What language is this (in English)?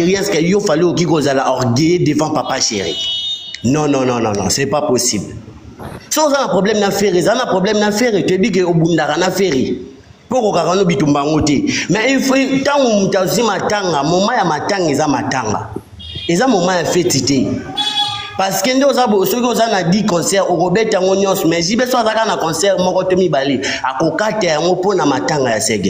Lingala